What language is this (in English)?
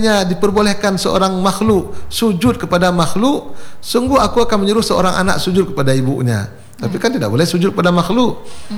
Indonesian